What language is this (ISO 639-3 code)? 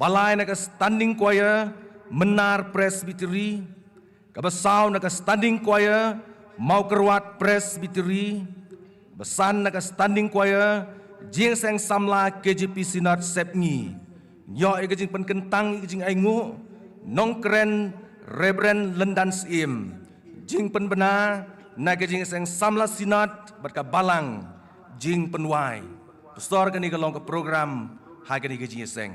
kha